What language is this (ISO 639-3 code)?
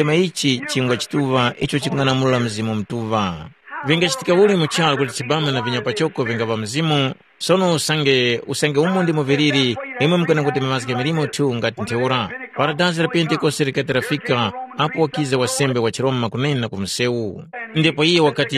tum